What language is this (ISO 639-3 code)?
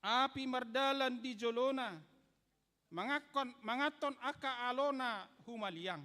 bbc